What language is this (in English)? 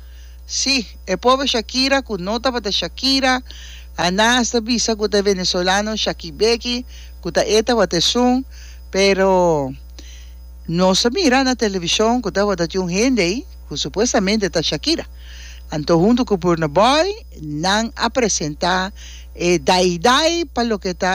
Papiamento